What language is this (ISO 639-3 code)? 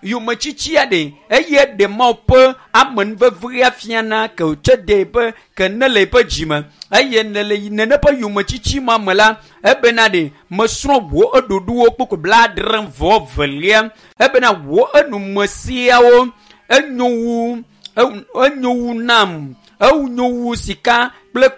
ewe